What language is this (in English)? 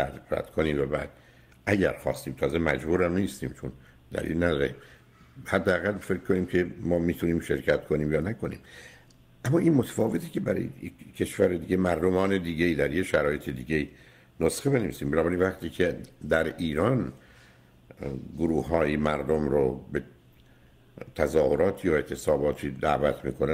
Persian